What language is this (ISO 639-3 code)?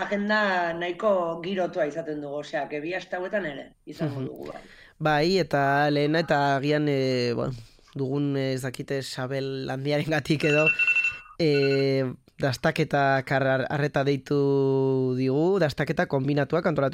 eus